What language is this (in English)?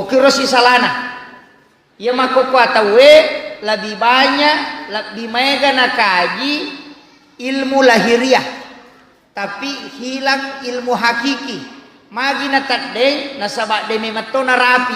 Buginese